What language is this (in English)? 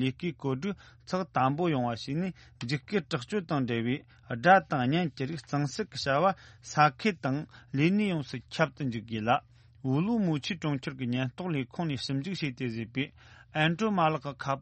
Tibetan